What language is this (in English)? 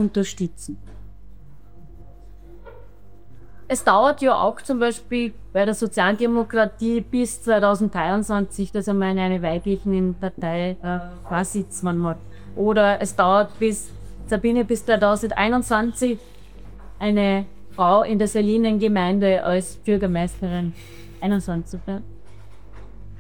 German